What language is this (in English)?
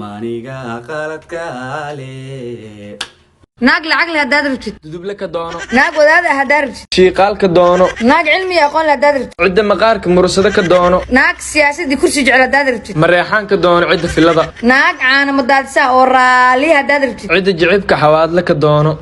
Somali